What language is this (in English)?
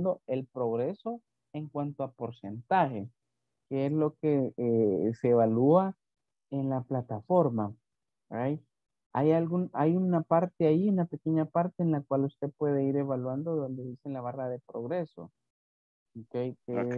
Spanish